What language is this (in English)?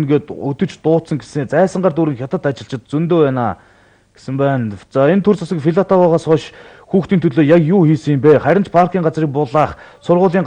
Mongolian